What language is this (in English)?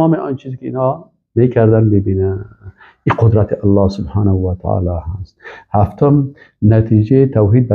Persian